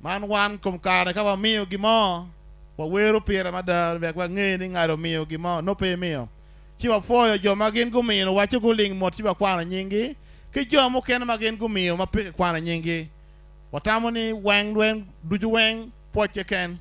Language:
Acoli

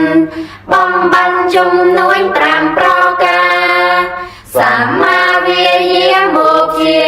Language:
Khmer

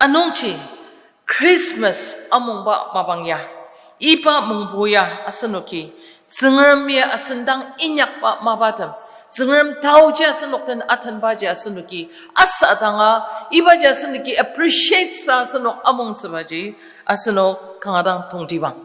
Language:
Ao Naga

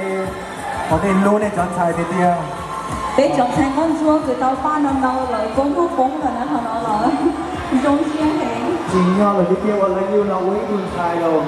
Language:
Hmong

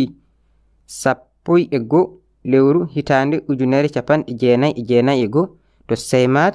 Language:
Fula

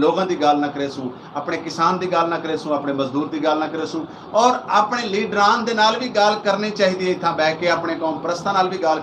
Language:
Saraiki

